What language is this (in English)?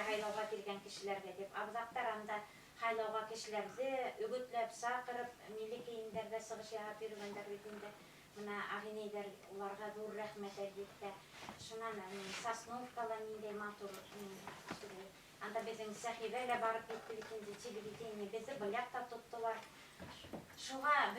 Bashkir